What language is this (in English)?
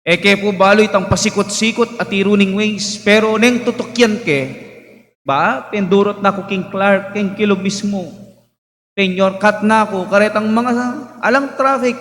Pampanga